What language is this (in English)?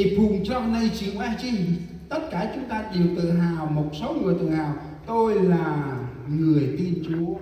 Central Mnong